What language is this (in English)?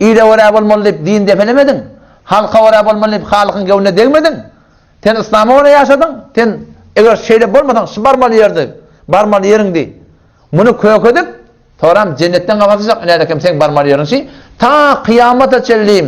Turkmen